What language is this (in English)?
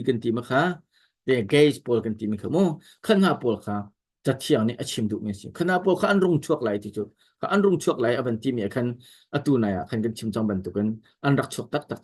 Hakha Chin